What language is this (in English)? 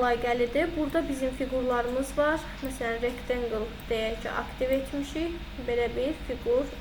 Azerbaijani